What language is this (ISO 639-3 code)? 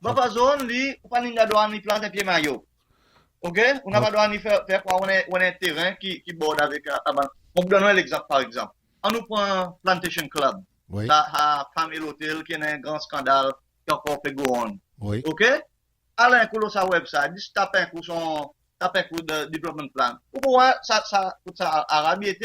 crs